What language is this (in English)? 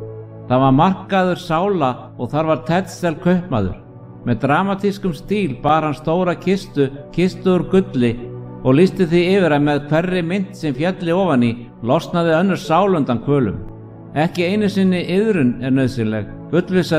Icelandic